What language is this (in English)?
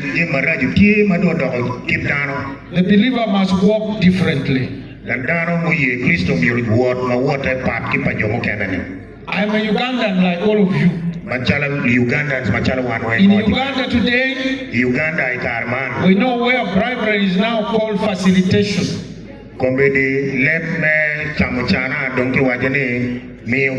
Acoli